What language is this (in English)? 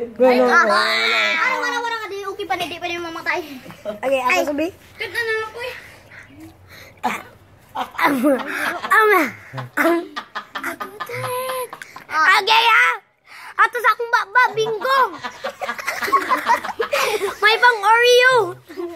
Filipino